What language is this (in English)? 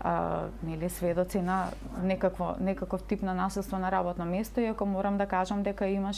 Macedonian